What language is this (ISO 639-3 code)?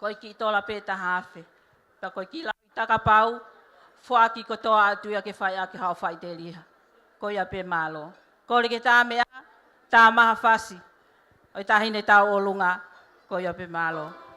ton